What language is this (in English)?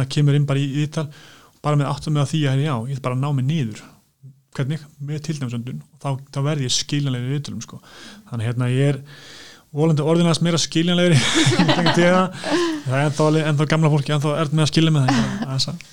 Icelandic